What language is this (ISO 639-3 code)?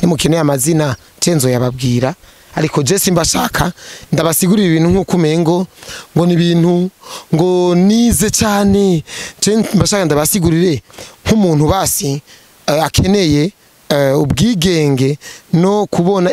run